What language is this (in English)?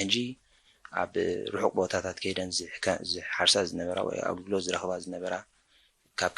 Tigrinya